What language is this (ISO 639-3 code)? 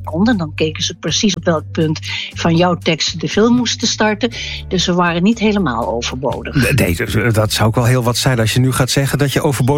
nld